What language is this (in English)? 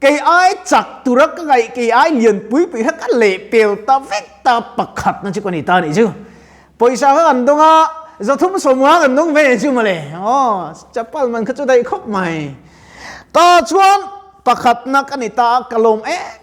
Mizo